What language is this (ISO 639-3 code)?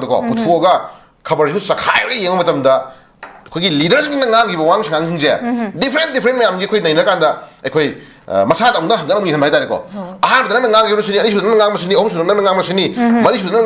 mni